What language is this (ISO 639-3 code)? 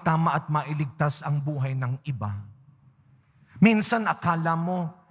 fil